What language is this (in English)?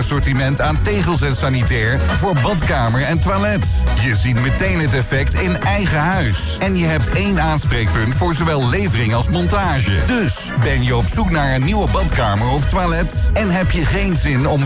Dutch